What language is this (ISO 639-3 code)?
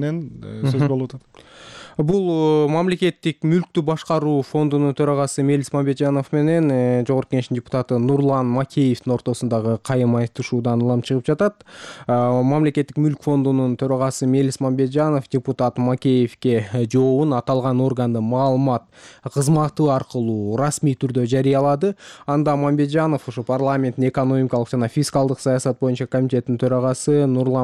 kir